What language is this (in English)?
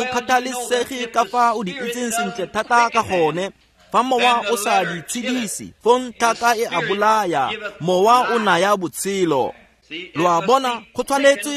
Tswana